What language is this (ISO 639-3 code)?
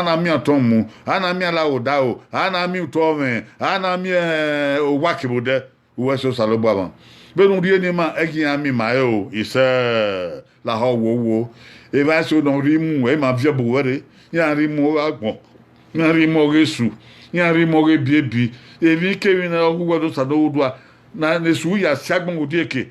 bin